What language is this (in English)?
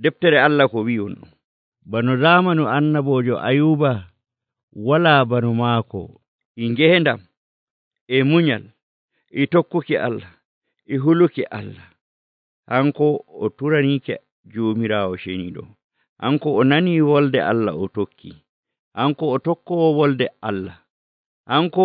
Nigerian Fulfulde